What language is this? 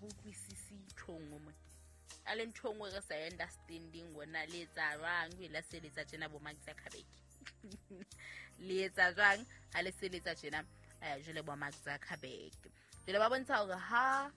Southern Sotho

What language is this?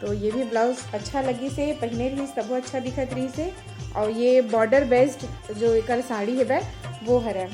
Chhattisgarhi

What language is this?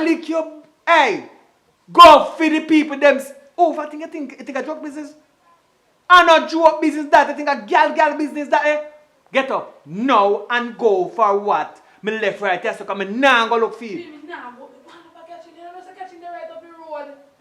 Jamaican Creole English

